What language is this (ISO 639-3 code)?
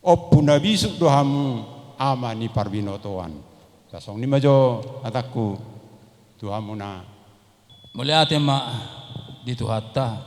bbc